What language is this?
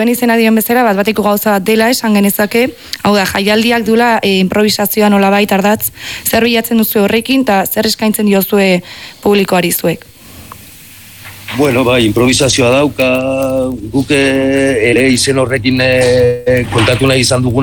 Basque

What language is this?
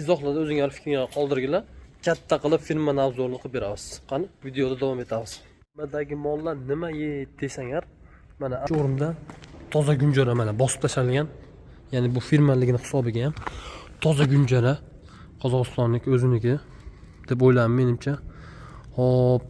Uzbek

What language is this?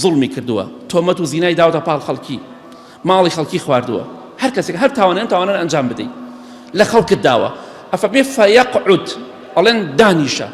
Central Kurdish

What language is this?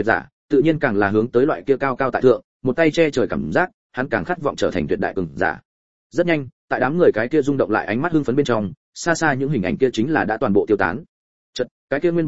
Vietnamese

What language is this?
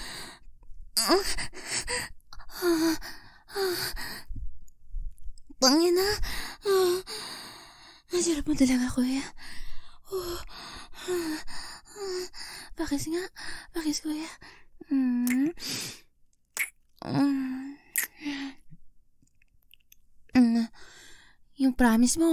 Filipino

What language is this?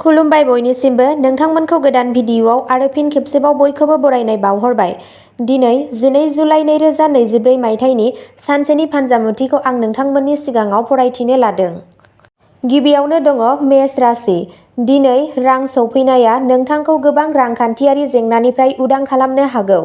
Bodo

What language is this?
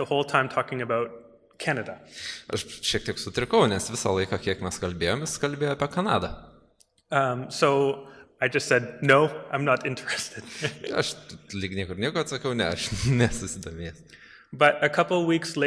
Lithuanian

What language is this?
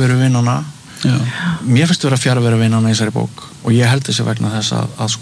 Icelandic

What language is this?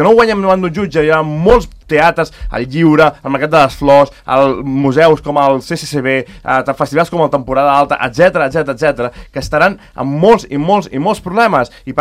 Catalan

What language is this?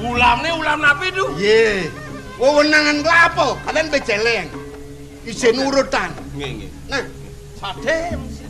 Balinese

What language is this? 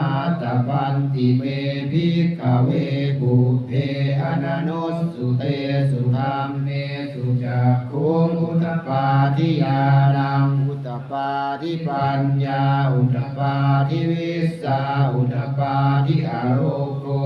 Pali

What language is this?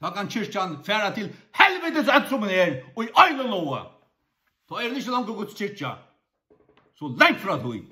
Faroese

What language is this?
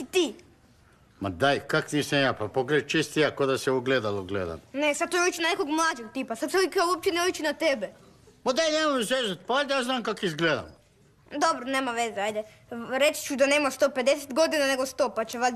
Croatian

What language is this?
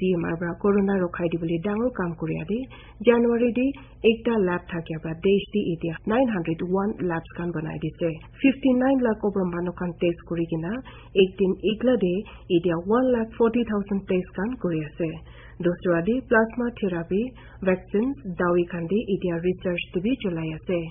Naga Pidgin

